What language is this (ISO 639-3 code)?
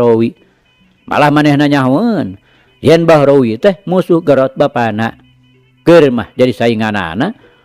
sun